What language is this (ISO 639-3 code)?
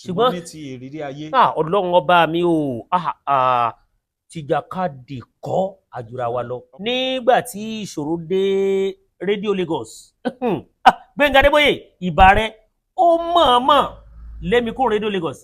yor